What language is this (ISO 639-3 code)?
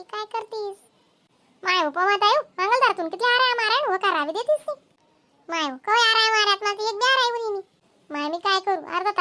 khn